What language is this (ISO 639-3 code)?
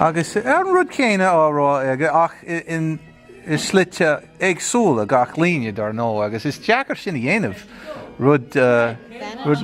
gle